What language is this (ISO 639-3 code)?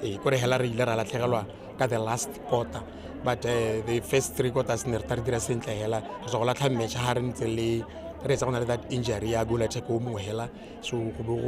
tsn